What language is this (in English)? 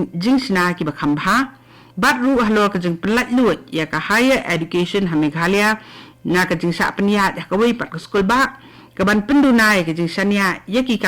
Khasi